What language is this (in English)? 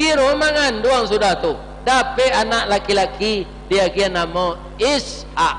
Minangkabau